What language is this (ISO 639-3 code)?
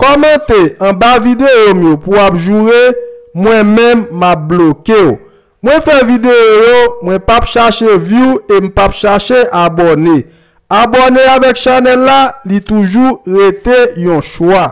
hat